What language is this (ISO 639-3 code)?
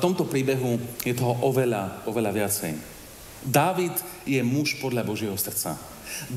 slk